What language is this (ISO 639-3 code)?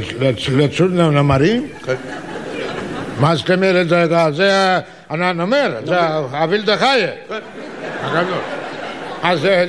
heb